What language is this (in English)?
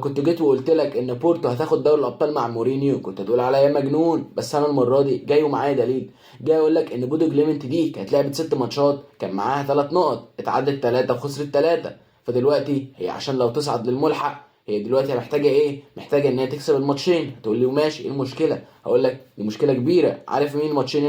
Egyptian Arabic